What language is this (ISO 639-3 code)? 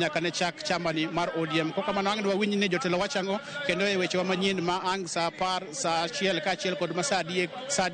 luo